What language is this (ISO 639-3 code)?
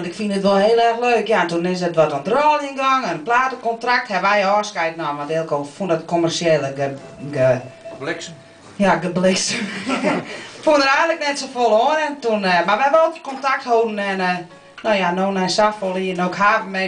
fry